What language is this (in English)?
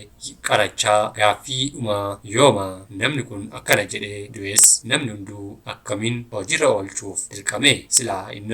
Oromo